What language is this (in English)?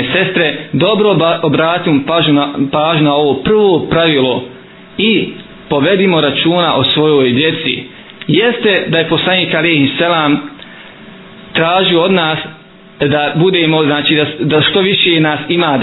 Bosnian